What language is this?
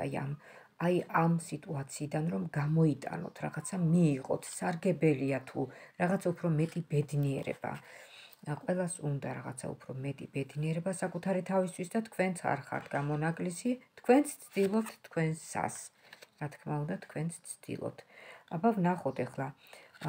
Georgian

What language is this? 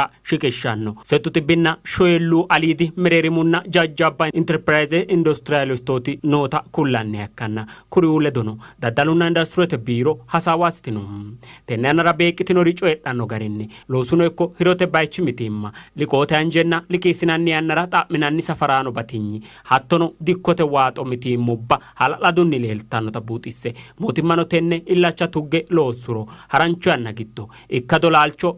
Sidamo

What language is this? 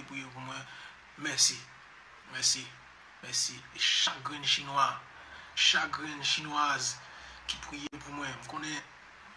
Haitian Creole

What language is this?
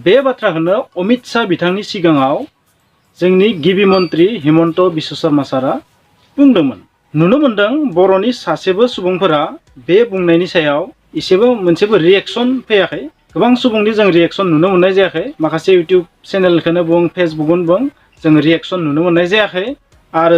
Bodo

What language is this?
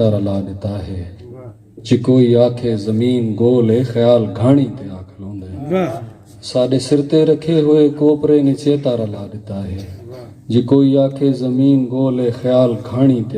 Saraiki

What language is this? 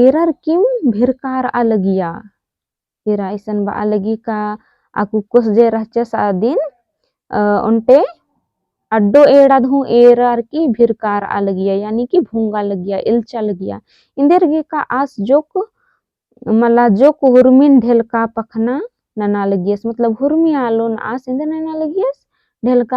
Kurukh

